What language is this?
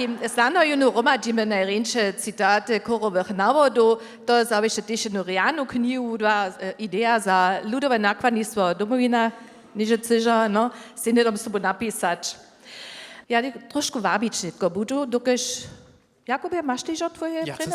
Upper Sorbian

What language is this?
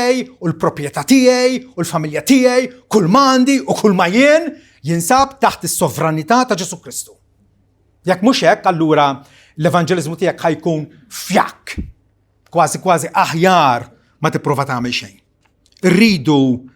Maltese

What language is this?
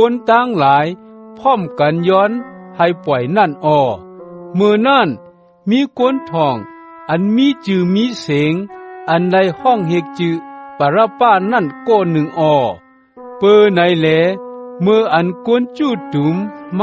Shan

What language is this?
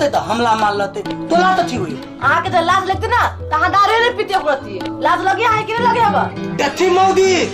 Maithili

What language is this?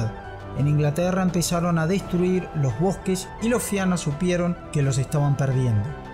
Spanish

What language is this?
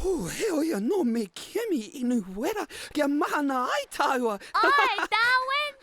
Māori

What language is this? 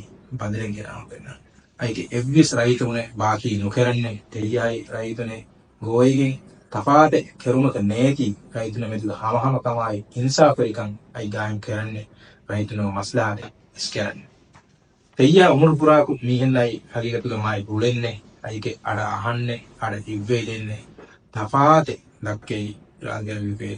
Divehi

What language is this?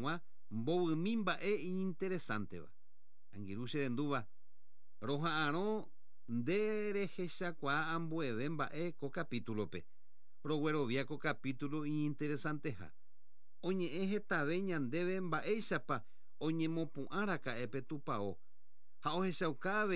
Guarani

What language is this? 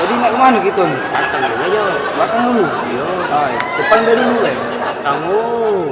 Musi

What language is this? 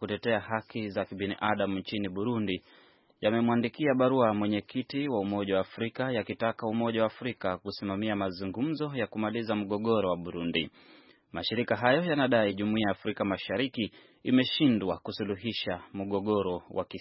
Swahili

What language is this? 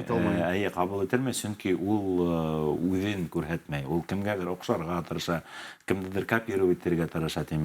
Bashkir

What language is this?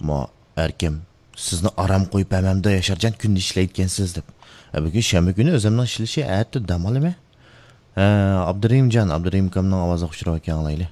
Uyghur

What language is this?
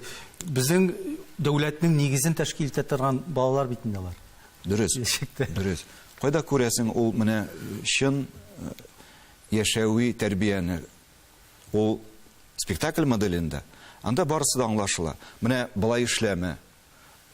Tatar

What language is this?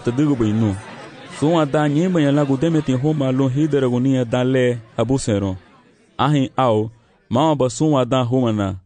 Garifuna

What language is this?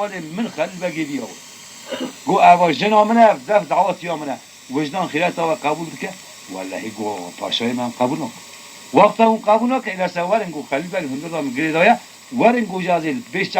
Kurdish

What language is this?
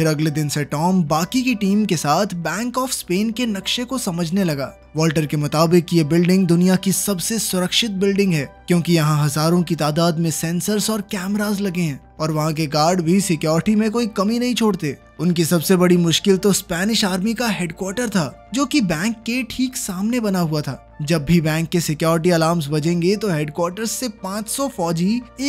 Hindi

